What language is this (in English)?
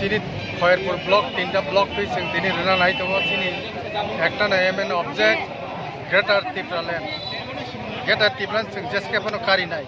Kok Borok